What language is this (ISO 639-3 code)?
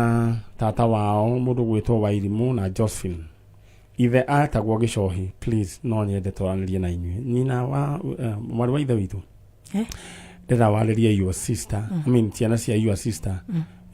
kik